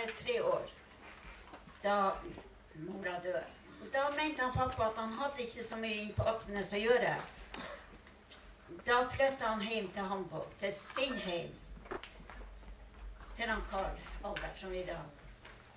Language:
Norwegian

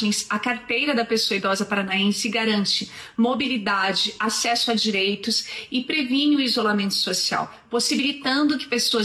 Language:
Portuguese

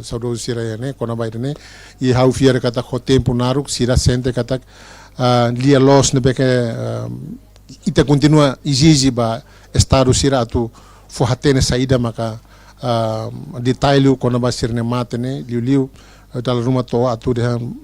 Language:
Tetum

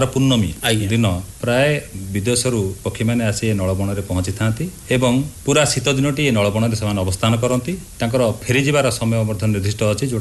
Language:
Odia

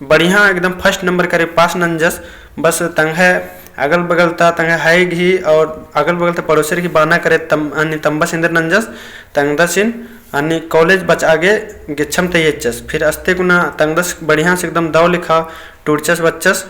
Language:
Kurukh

